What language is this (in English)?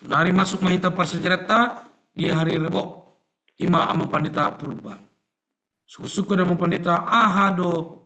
Batak Toba